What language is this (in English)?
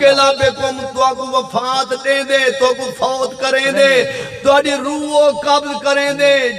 Saraiki